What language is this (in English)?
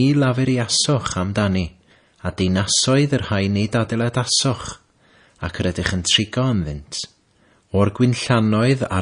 Welsh